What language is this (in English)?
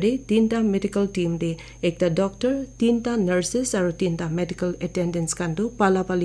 Naga Pidgin